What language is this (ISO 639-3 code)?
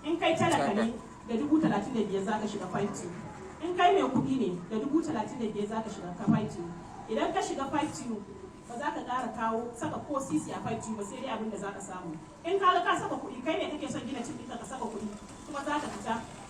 hau